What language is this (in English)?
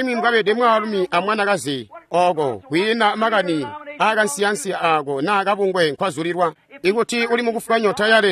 Tonga (Zambia)